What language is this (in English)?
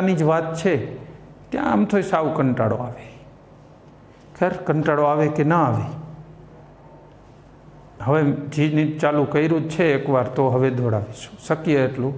Gujarati